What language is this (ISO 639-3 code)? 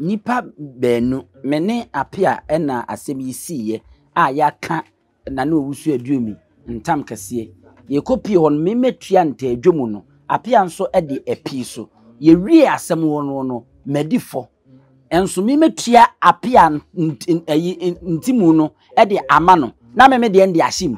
aka